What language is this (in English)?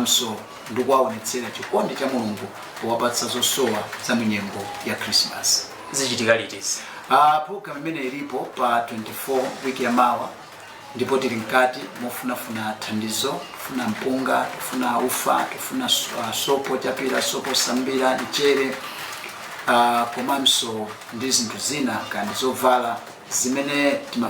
Nyanja